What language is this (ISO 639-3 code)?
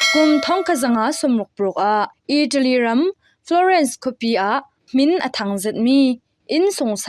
cfm